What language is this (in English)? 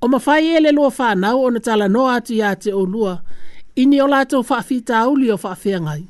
Samoan